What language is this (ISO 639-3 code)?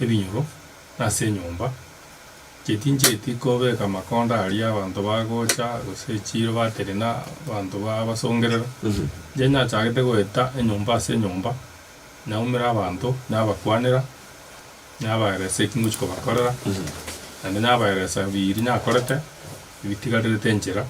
guz